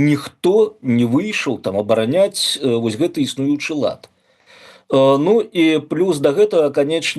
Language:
Belarusian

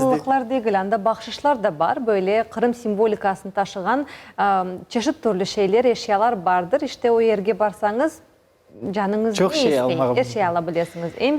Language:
Crimean Tatar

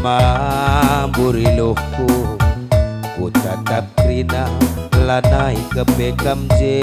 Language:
Batak Karo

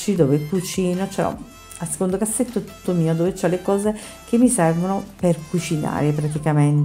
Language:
Italian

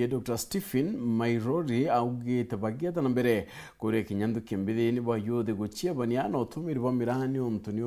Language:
Meru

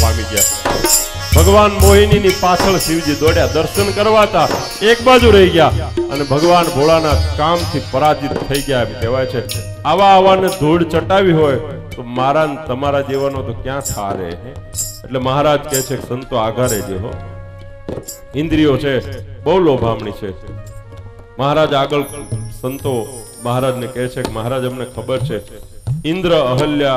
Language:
Gujarati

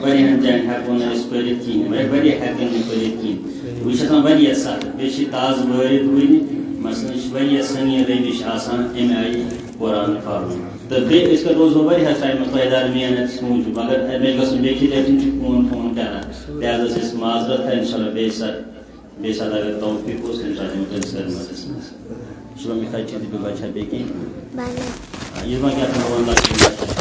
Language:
Kashmiri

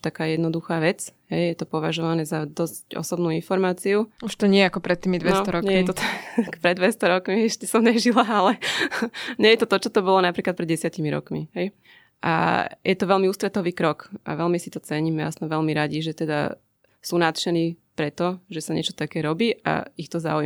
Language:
Slovak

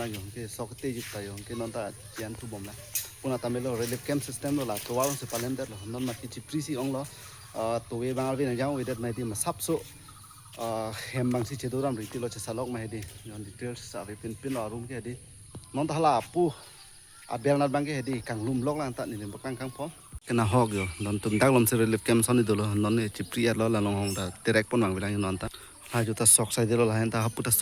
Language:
Karbi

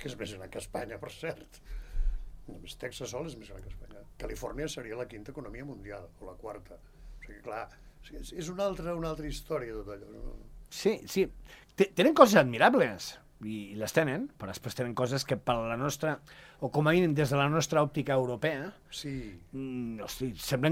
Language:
Catalan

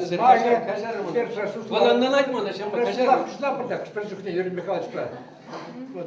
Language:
Chuvash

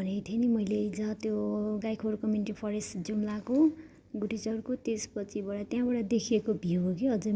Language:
Nepali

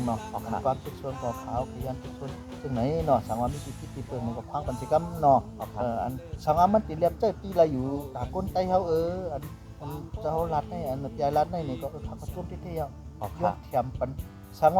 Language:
Shan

